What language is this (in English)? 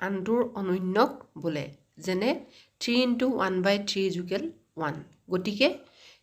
Assamese